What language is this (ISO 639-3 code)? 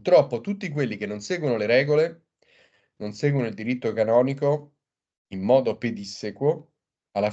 ita